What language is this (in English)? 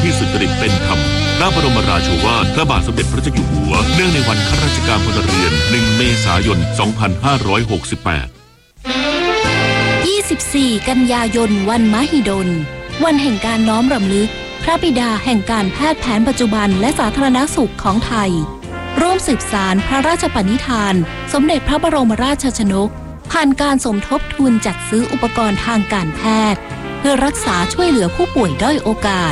Thai